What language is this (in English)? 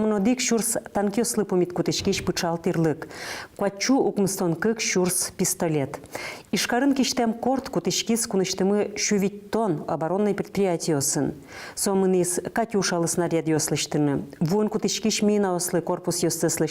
Udmurt